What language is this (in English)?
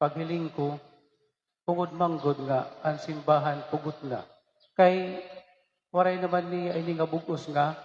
Waray